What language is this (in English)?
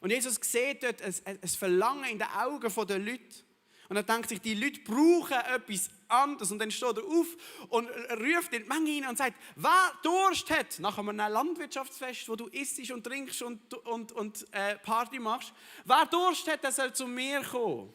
Swiss German